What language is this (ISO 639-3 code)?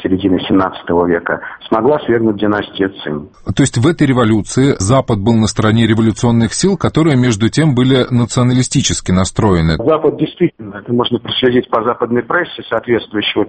rus